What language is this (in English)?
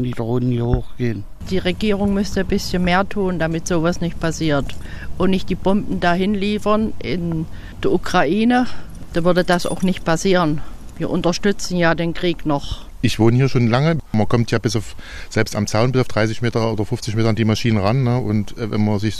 German